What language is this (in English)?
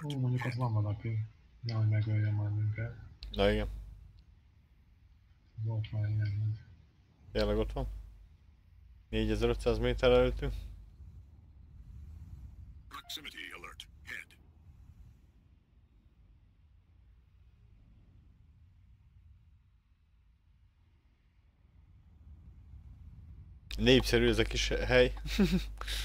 Hungarian